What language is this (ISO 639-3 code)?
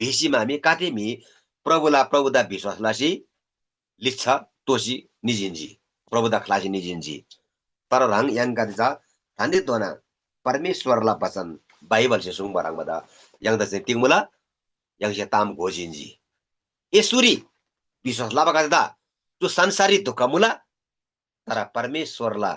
taj